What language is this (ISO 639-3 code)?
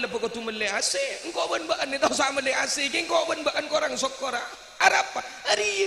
mad